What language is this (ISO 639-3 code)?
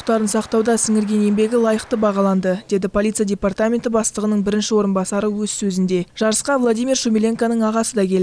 kaz